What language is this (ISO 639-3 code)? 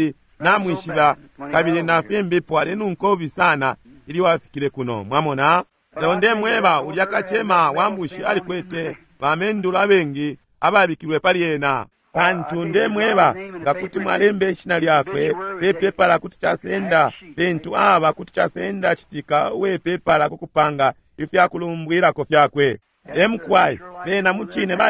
bem